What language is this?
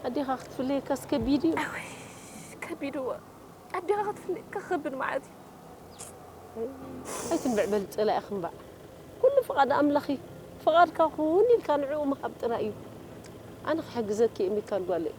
Tigrinya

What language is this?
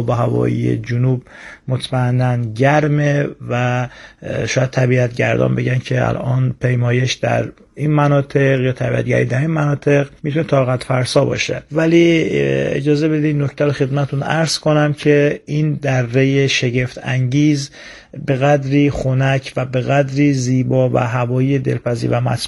Persian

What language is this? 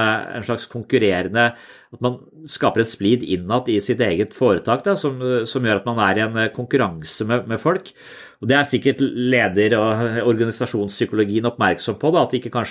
Norwegian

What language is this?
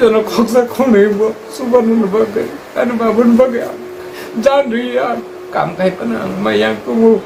Kok Borok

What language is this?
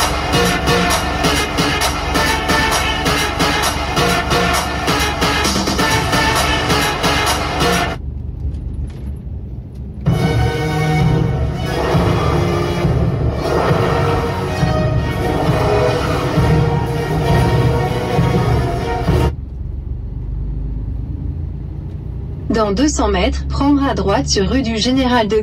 French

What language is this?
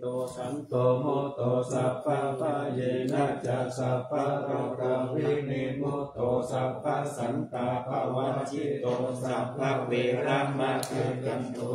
Pali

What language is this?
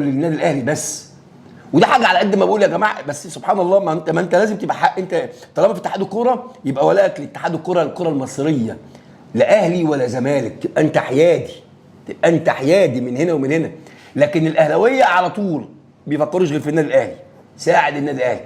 Egyptian Arabic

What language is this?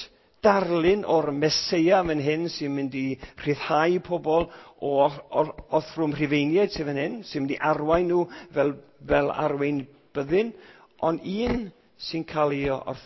Welsh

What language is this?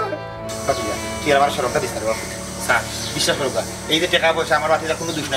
Sylheti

